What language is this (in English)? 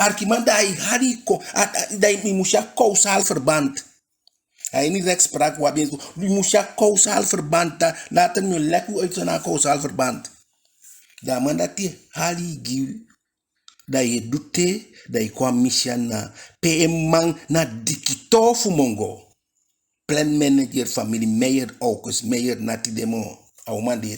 Eastern Maroon Creole